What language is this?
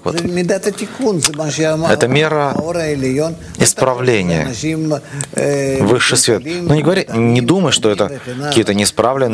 Russian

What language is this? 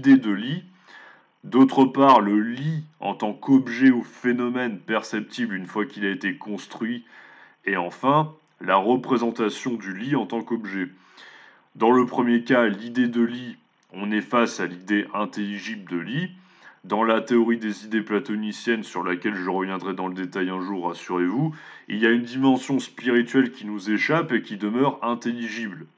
French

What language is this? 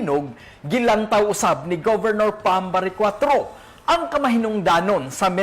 Cebuano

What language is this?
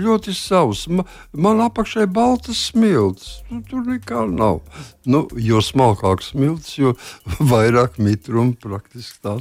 Latvian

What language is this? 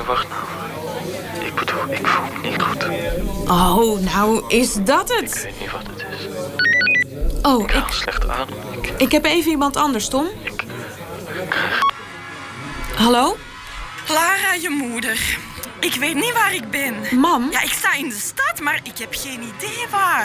Dutch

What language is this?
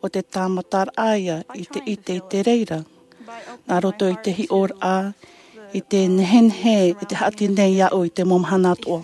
Tahitian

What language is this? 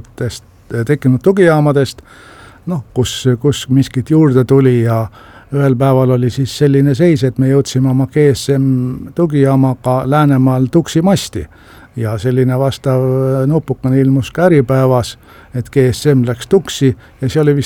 Estonian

